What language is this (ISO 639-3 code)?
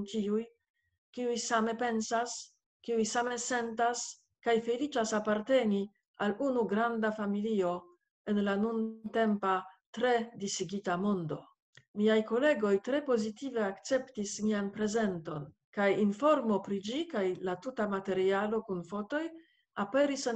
epo